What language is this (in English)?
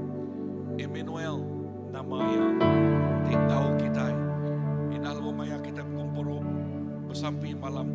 Iban